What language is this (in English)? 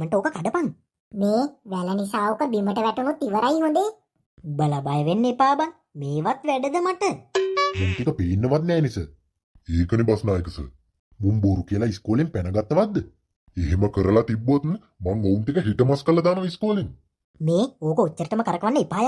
Sinhala